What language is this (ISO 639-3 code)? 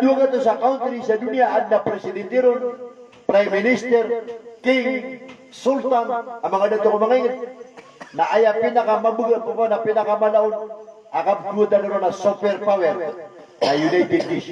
mrw